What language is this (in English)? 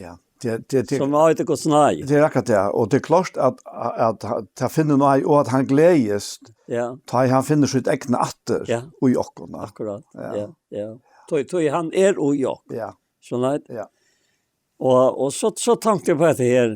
Faroese